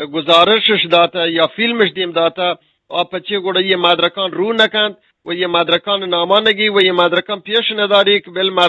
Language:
Eastern Balochi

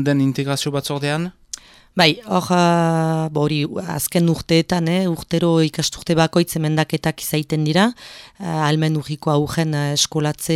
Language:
Basque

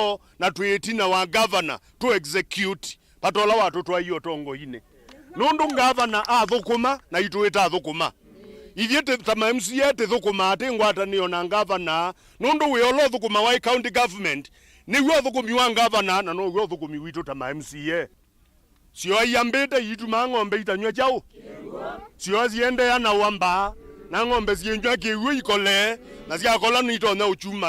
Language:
Kamba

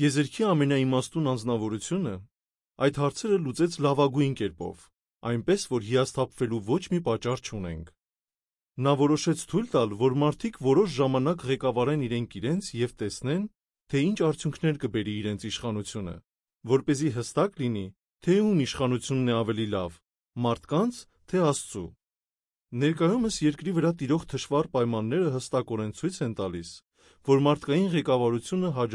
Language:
Armenian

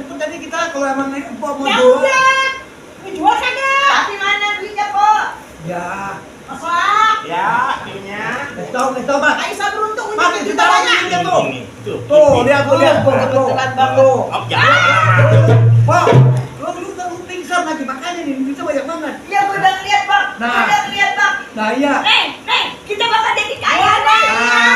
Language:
Betawi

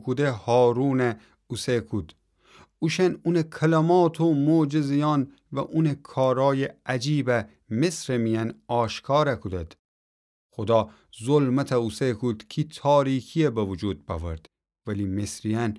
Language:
Gilaki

